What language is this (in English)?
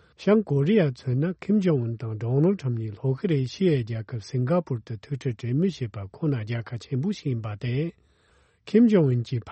Tibetan